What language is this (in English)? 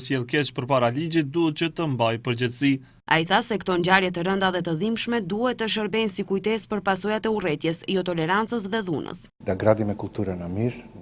Albanian